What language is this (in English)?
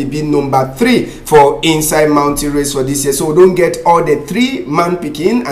Cameroon Pidgin